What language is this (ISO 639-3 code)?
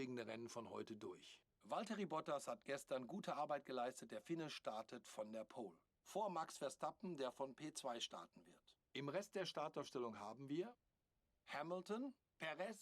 gsw